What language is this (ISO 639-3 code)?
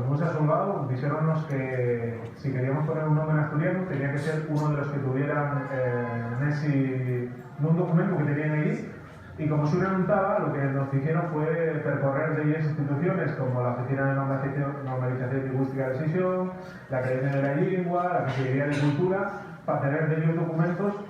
ast